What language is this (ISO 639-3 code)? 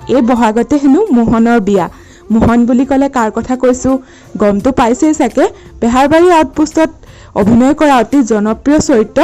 asm